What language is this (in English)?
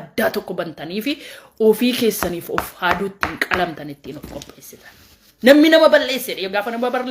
Oromo